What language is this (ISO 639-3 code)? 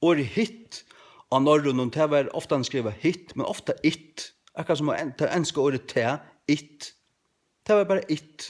fao